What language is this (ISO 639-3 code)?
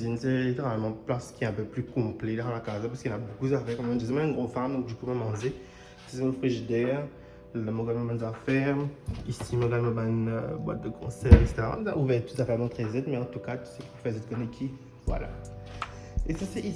mfe